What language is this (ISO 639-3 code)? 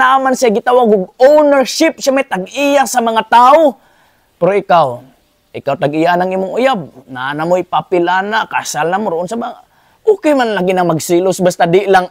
ceb